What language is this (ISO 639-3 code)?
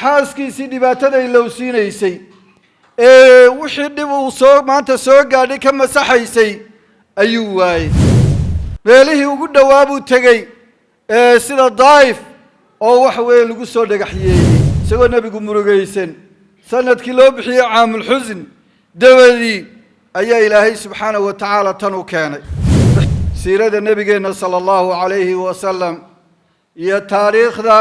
som